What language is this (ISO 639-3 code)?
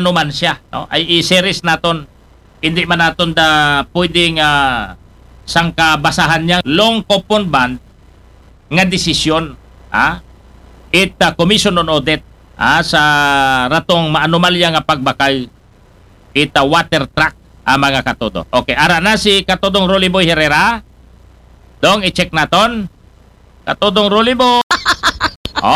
akl